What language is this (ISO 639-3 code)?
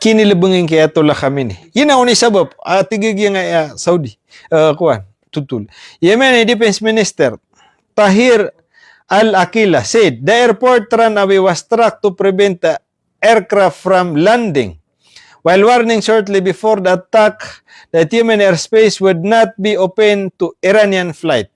mrw